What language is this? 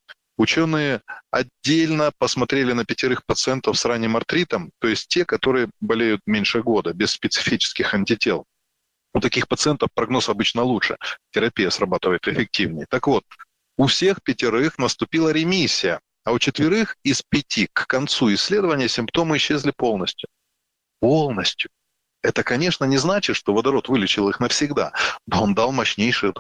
Russian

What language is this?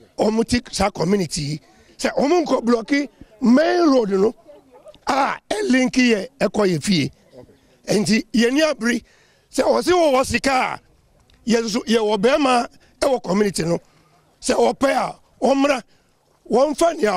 Akan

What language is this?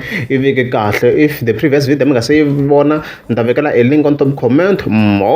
Tsonga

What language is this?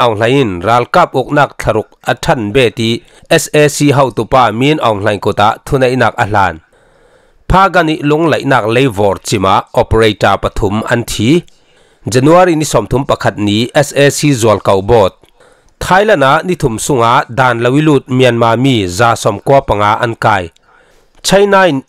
Falam Chin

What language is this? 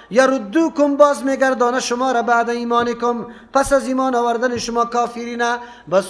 Persian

